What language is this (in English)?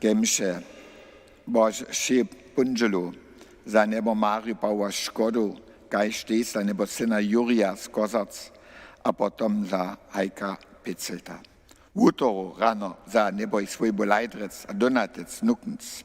Upper Sorbian